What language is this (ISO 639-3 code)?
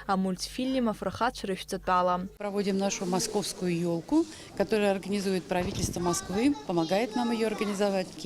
abk